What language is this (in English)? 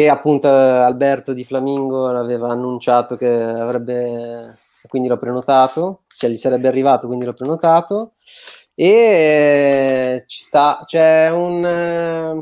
Italian